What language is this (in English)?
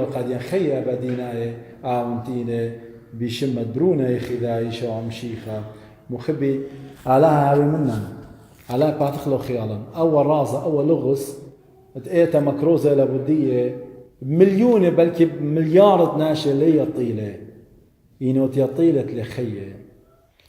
Assyrian Neo-Aramaic